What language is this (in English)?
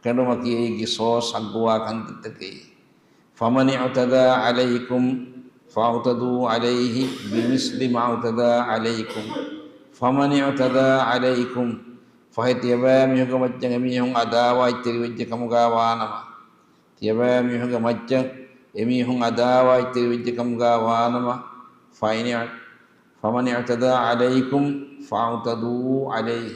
Divehi